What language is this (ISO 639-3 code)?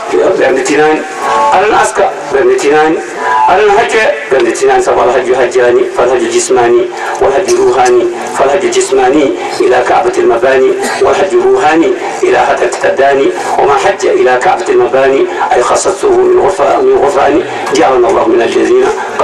ful